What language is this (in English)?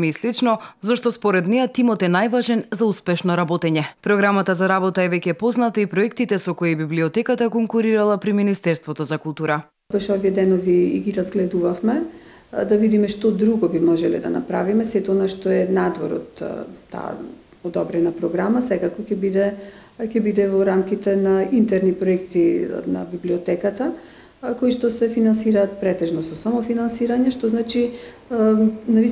Macedonian